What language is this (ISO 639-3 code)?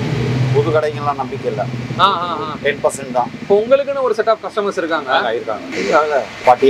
tam